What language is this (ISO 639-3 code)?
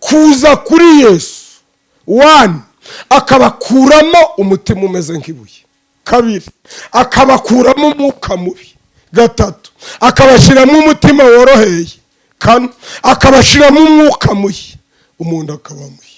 kin